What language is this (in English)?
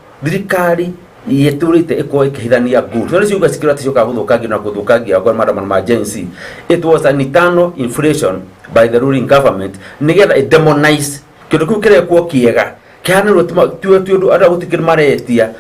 Kikuyu